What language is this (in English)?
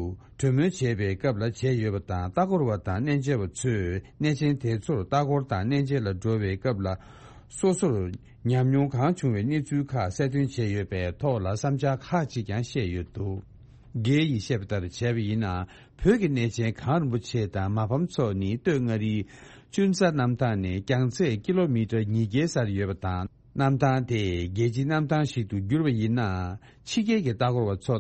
Tibetan